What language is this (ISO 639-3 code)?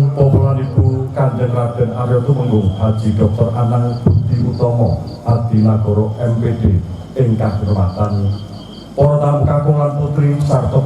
jav